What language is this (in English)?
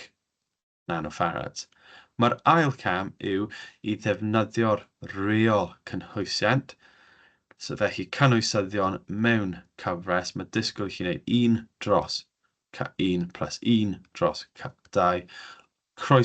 Welsh